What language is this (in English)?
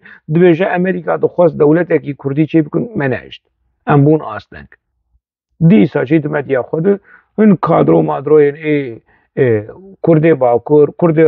Kurdish